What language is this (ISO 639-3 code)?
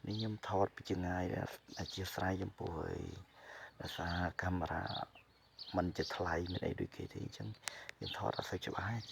khm